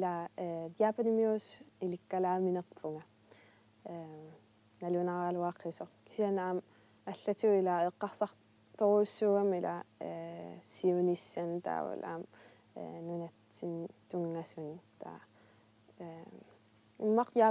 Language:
Kalaallisut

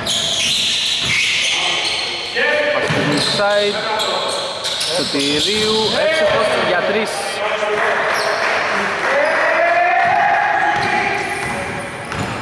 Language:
Greek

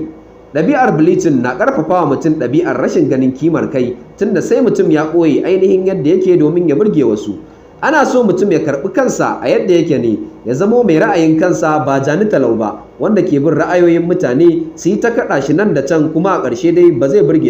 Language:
Hausa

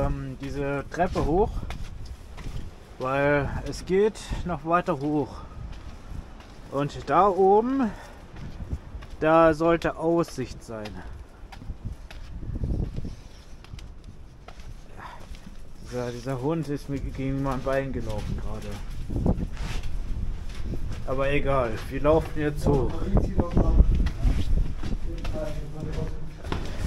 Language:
German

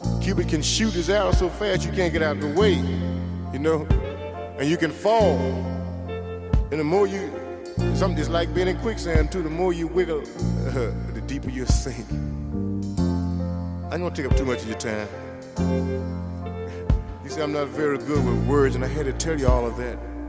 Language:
English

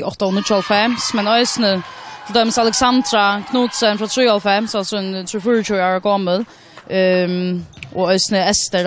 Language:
Faroese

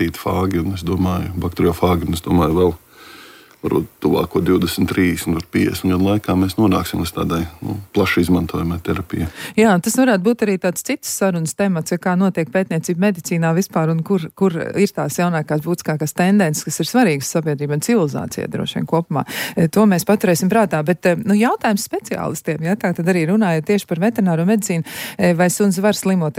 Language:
Latvian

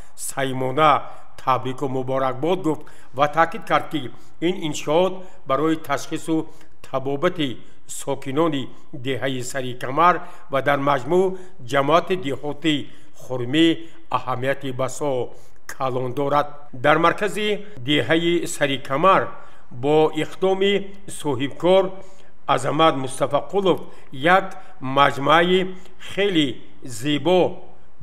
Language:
Tajik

